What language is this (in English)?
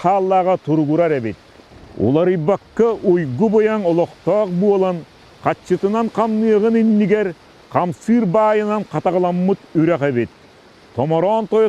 Yakut